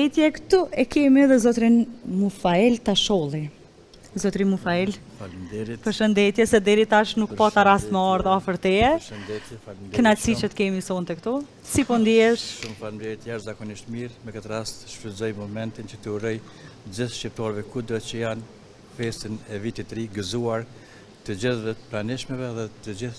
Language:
Albanian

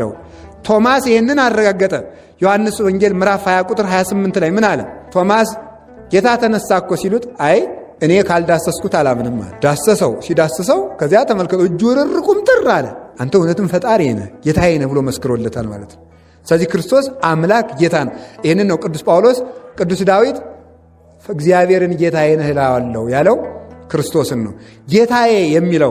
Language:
Amharic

